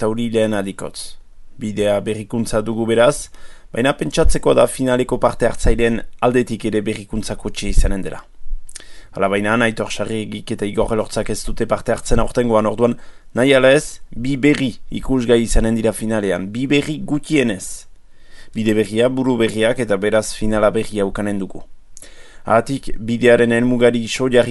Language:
Basque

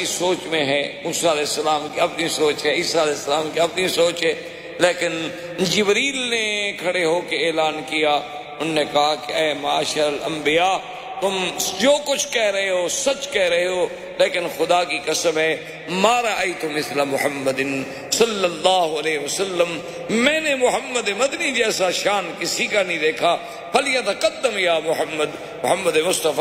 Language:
Urdu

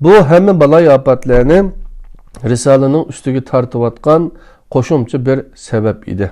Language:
Uyghur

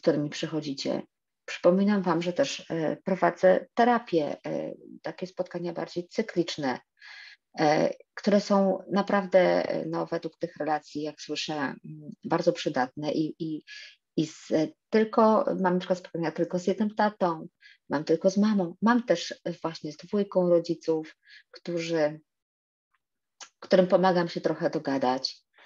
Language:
Polish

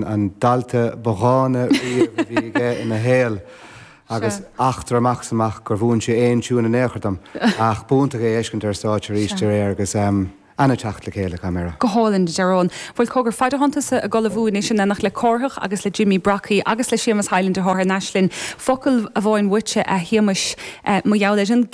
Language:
Irish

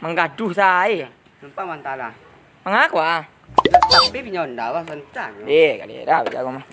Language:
Minangkabau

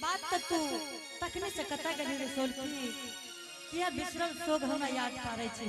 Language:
Angika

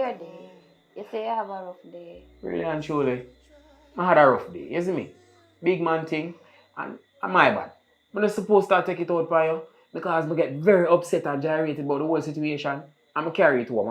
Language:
Jamaican Creole English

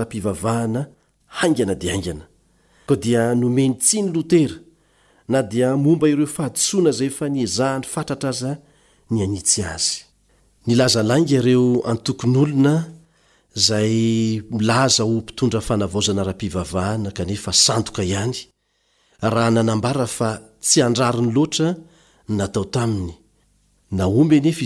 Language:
Malagasy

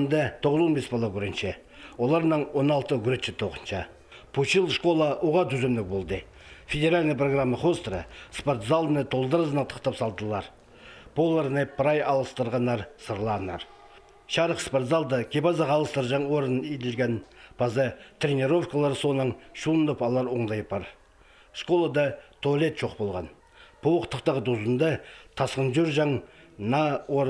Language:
Khakas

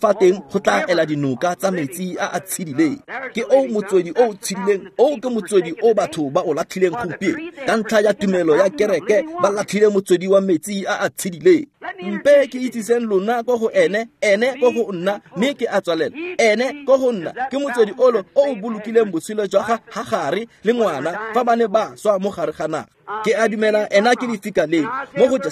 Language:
Tswana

